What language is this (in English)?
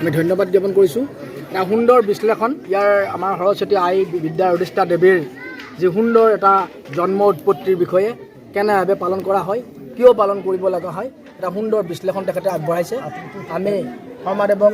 Assamese